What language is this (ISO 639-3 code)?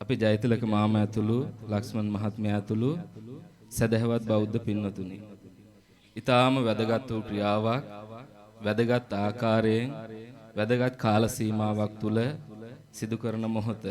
sin